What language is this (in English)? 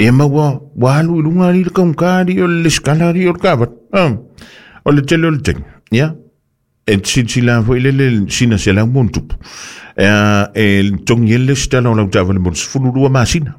Samoan